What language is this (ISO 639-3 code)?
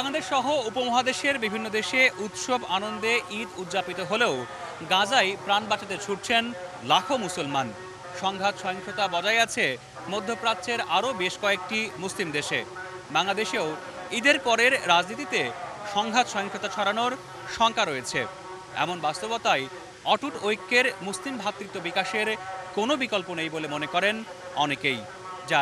ben